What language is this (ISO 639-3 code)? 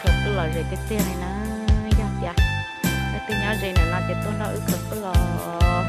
hmn